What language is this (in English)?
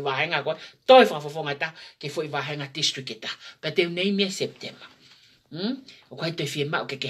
Tongan